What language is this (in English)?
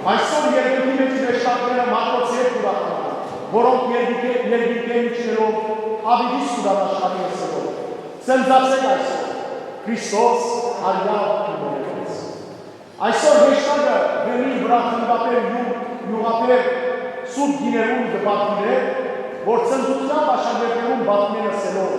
Western Armenian